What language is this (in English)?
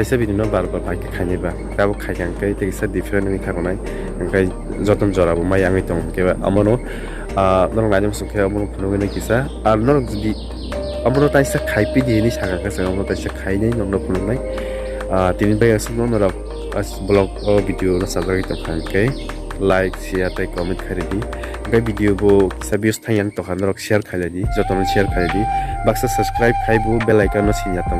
Kok Borok